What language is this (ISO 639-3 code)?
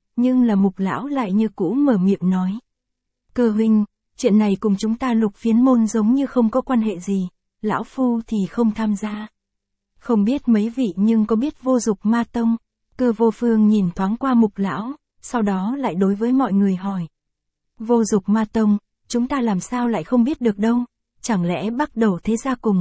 vie